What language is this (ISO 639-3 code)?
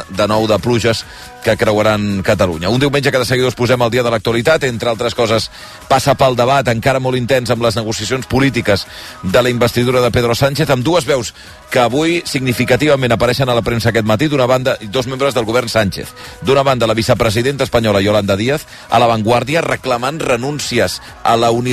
cat